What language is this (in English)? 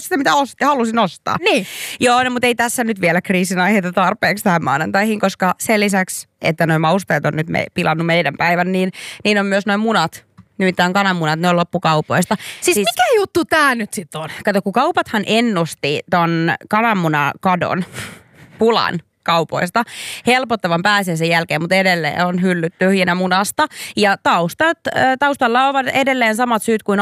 Finnish